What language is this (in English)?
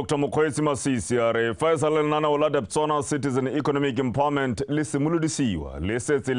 Tswana